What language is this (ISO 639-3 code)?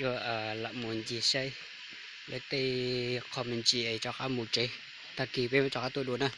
hmn